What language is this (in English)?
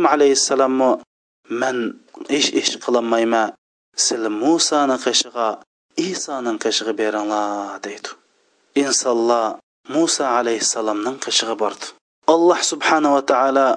Uyghur